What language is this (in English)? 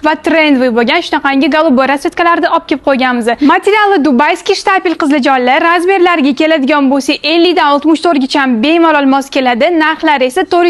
Uzbek